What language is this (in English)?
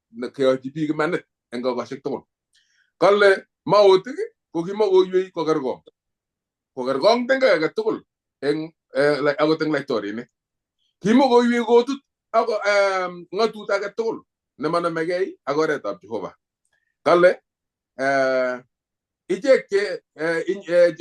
Kalenjin